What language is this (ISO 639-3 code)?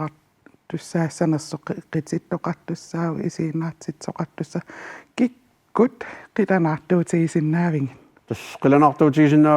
kal